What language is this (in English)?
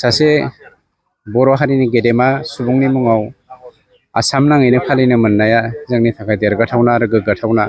Bodo